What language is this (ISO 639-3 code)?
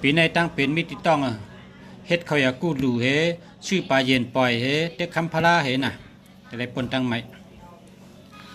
shn